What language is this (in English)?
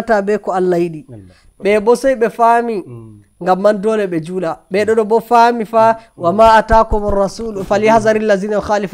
Nigerian Fulfulde